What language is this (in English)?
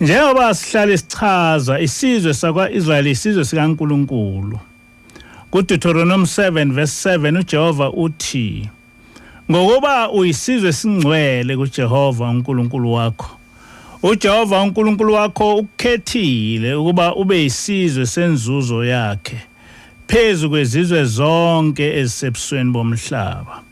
Zulu